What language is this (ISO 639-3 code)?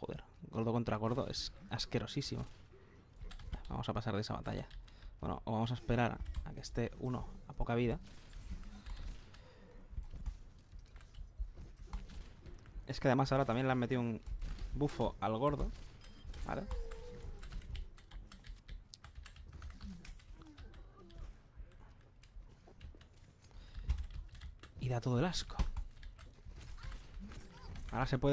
spa